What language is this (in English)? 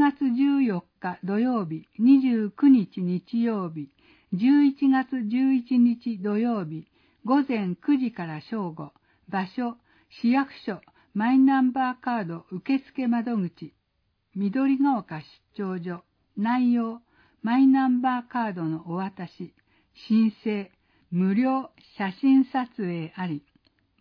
Japanese